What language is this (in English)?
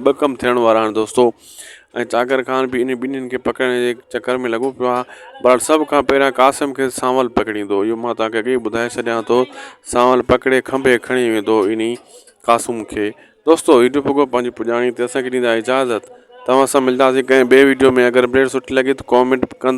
Sindhi